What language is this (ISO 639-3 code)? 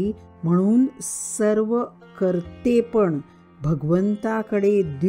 mar